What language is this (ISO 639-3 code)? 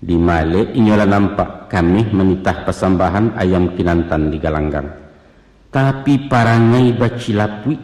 min